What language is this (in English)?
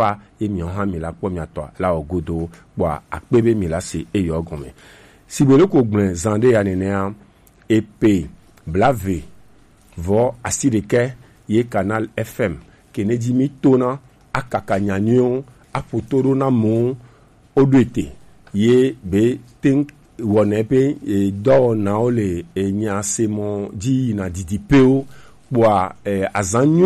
Gen